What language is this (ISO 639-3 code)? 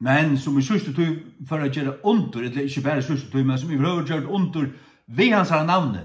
fao